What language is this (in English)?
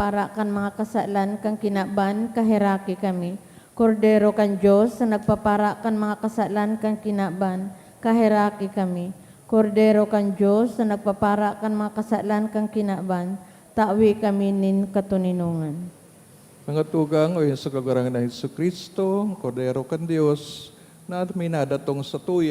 Bikol